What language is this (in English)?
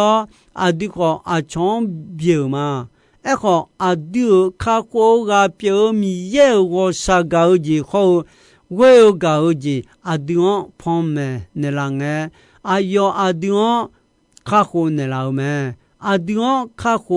Akha